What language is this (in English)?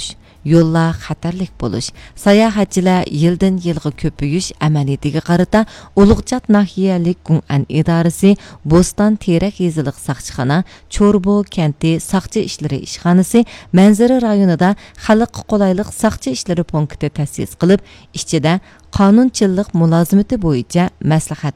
Uyghur